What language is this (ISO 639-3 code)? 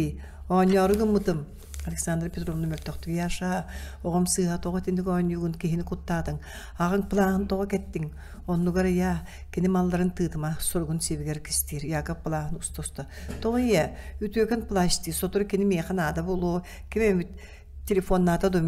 sah